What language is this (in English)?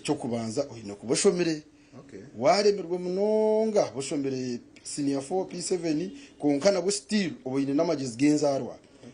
Nyankole